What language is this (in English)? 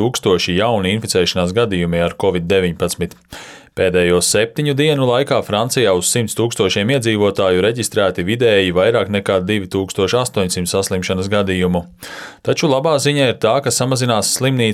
Latvian